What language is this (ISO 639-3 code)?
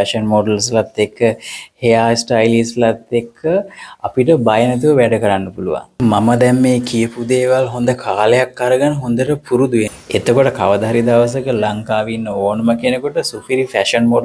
sin